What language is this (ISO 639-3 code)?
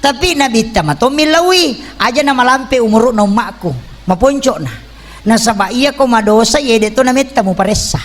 bug